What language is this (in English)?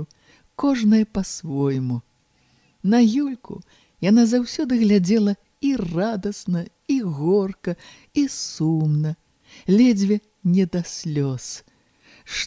Belarusian